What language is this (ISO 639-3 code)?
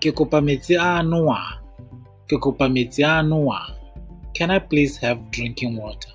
tsn